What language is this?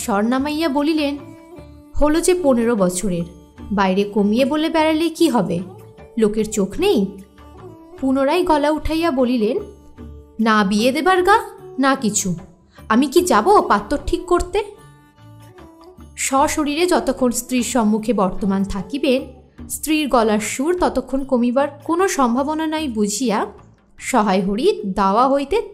Bangla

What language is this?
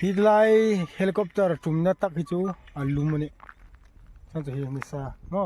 Hmar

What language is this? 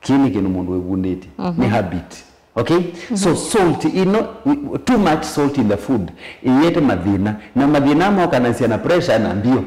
Kamba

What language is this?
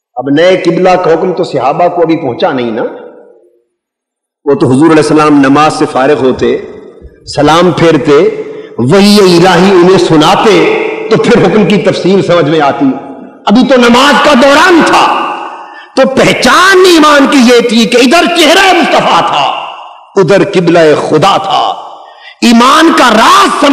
Urdu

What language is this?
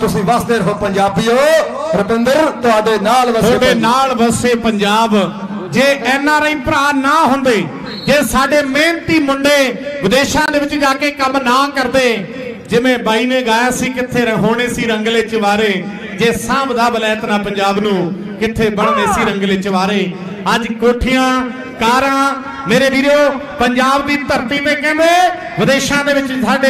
Punjabi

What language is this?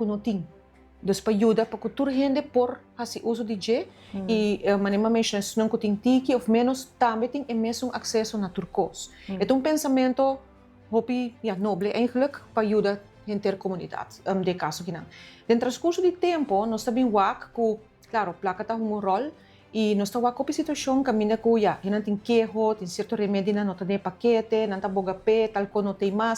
Papiamento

